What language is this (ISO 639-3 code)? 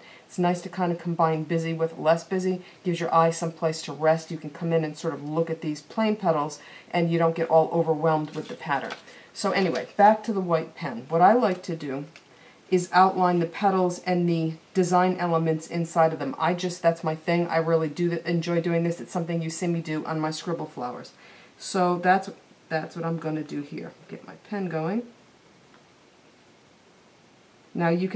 eng